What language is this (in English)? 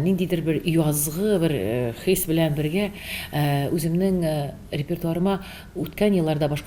Tatar